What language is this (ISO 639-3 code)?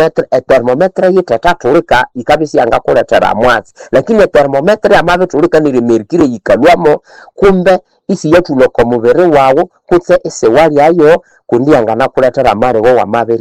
nnb